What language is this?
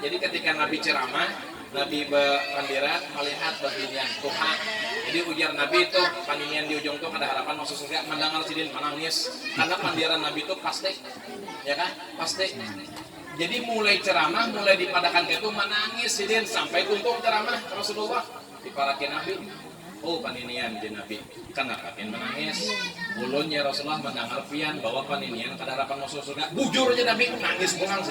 Banjar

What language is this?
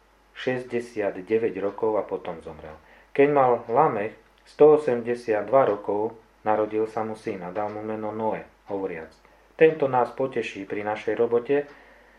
Slovak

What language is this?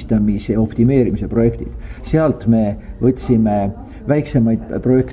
Estonian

